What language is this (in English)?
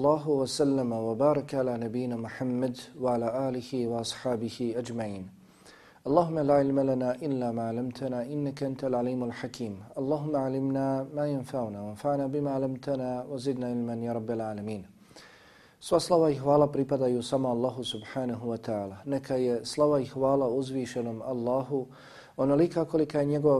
Bosnian